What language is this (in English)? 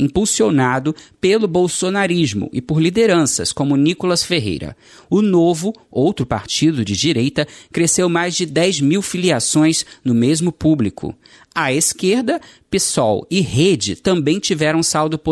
Portuguese